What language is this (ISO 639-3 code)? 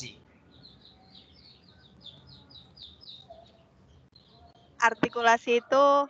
ind